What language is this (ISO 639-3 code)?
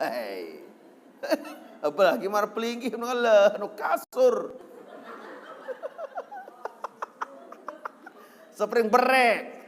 sas